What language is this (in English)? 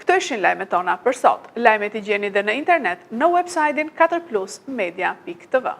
Albanian